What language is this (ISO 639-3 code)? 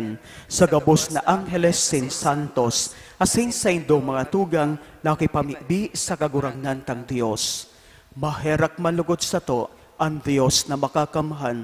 bik